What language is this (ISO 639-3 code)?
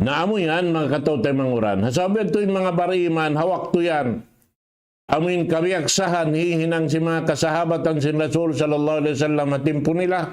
tsg